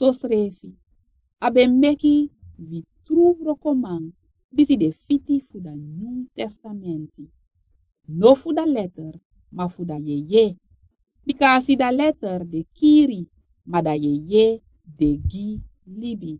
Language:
Sranan Tongo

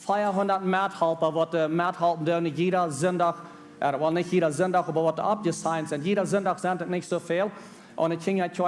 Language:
Plautdietsch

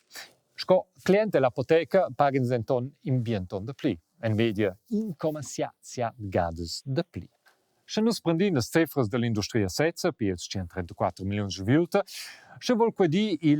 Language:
Romansh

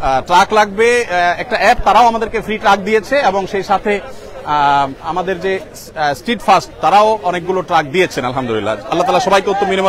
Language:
Bangla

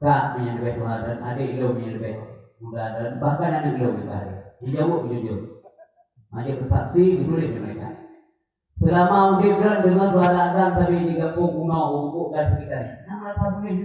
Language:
Achinese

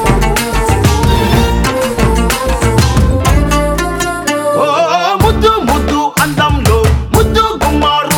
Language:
Telugu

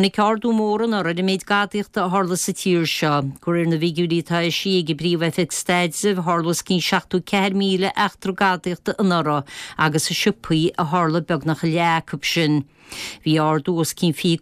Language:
Irish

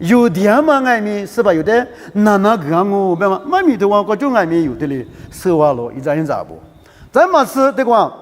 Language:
Lisu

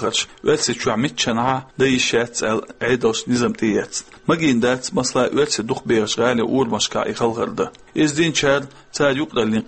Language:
Chechen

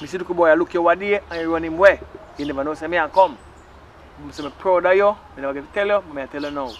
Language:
Jamaican Creole English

